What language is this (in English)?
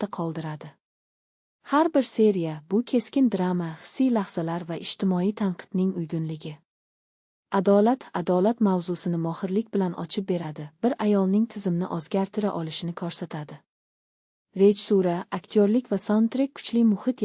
Uzbek